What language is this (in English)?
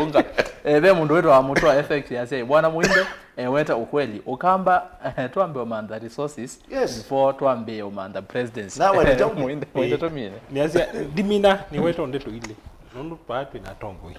Kamba